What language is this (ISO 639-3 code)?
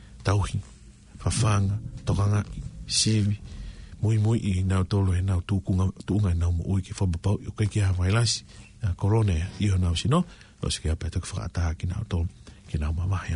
ton